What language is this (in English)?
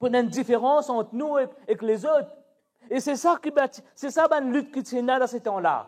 Morisyen